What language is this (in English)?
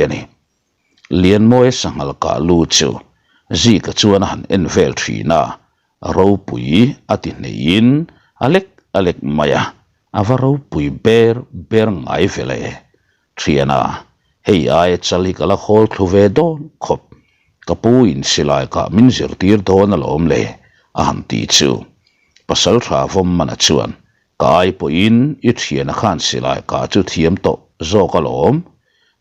Mizo